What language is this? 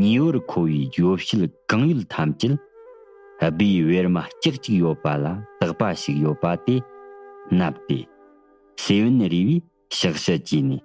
Tibetan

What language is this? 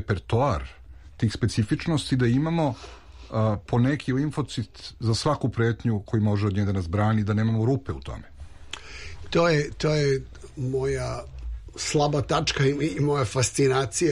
Serbian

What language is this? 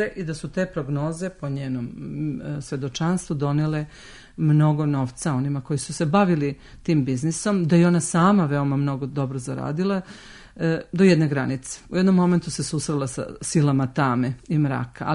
Serbian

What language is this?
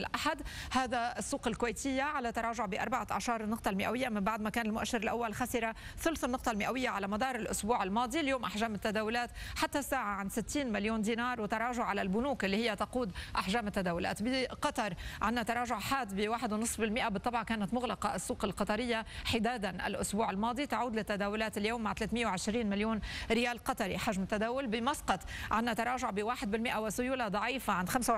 Arabic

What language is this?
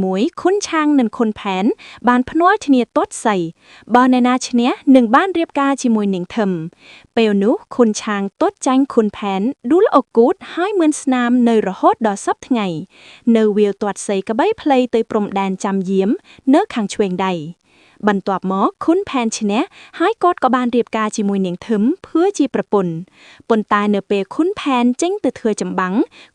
Khmer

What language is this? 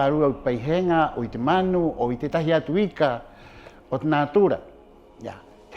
Rapanui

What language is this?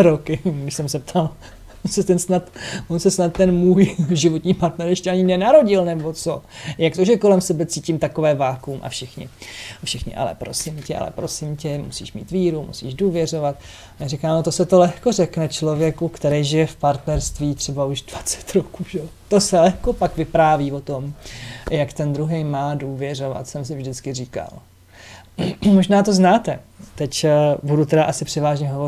Czech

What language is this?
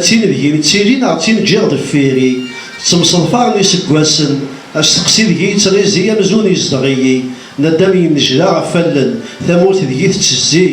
Kabyle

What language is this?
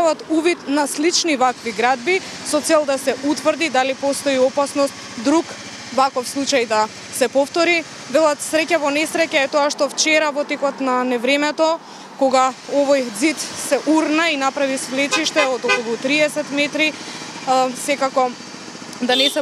Macedonian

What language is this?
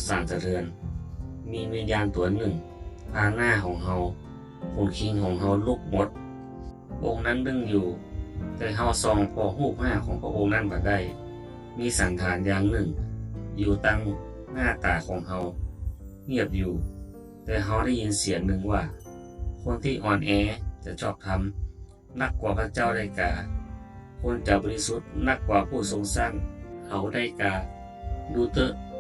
Northern Thai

